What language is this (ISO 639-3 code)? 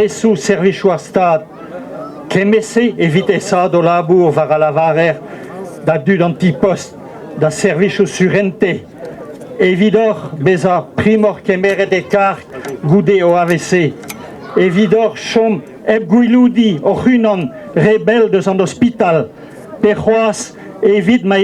bre